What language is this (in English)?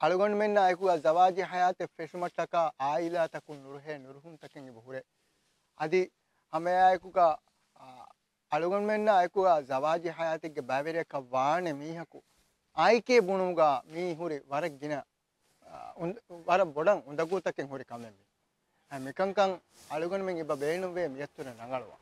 Divehi